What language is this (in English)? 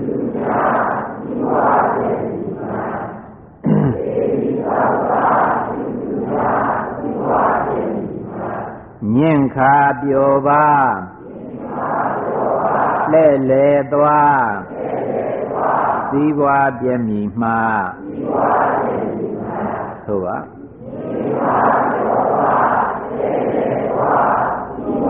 Burmese